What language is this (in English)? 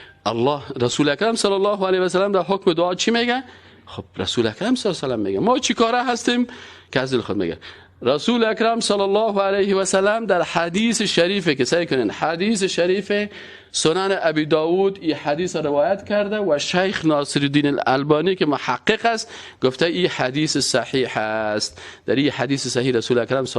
Persian